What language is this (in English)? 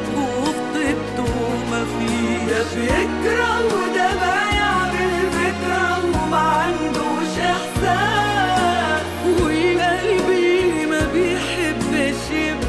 Egyptian Arabic